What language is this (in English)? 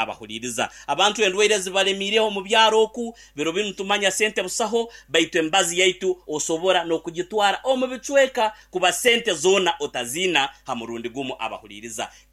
Nyankole